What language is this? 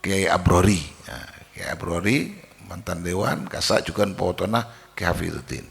Madurese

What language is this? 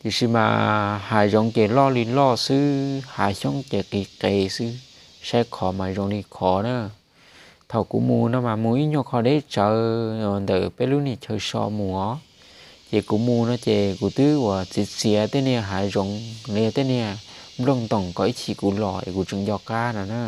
Hmong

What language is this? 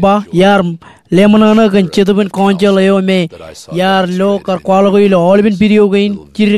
Marshallese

